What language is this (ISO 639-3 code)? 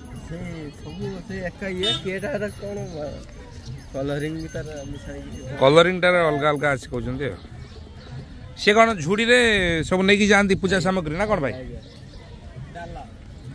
ori